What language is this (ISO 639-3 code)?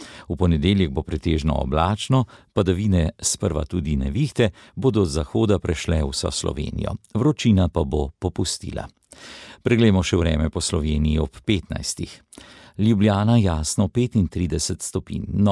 slv